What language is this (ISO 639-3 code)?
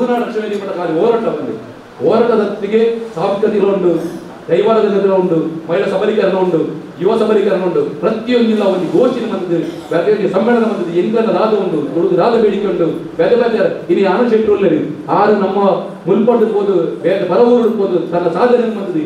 tcy